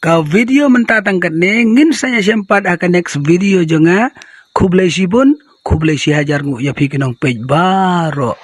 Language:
Khasi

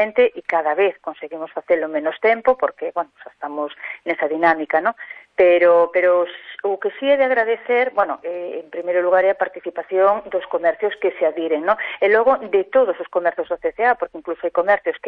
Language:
Galician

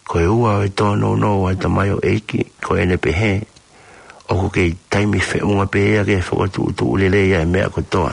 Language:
Tongan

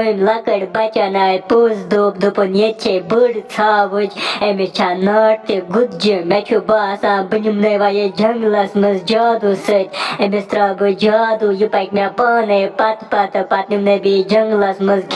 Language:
Kashmiri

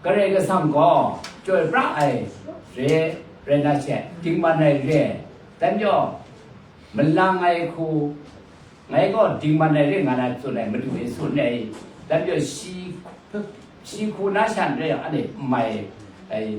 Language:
Kachin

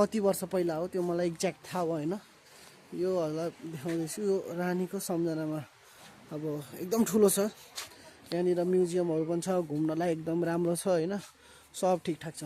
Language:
Nepali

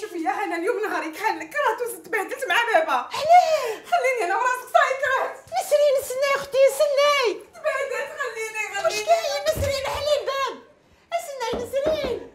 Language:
Algerian Arabic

